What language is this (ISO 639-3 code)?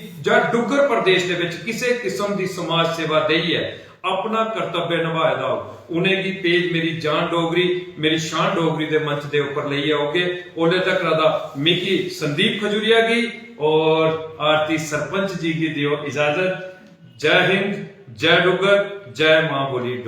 doi